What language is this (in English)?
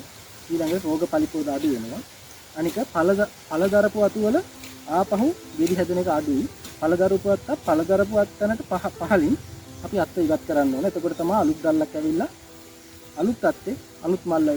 Sinhala